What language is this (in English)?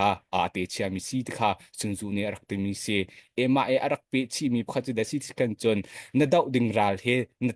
Hakha Chin